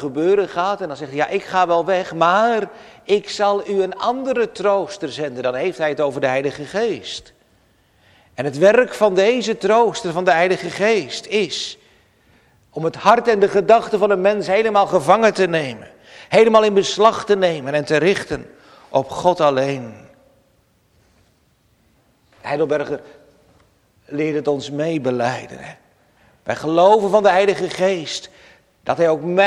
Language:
Dutch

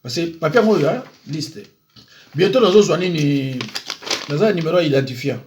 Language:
Lingala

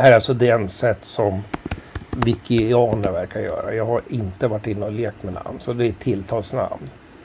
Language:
Swedish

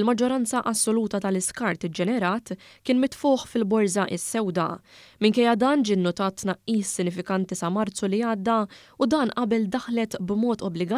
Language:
Maltese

